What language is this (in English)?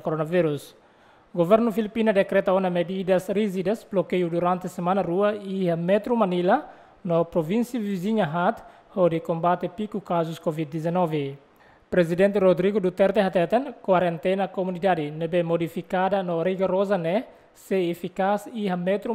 Tetum